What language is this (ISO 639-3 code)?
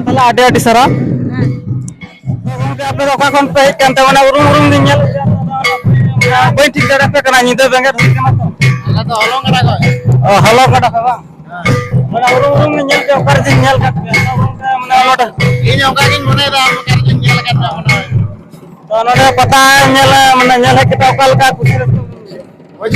sat